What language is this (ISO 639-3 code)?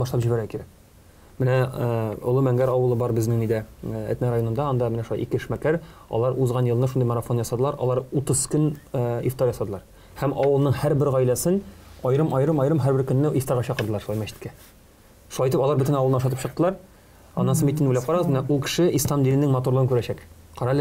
tat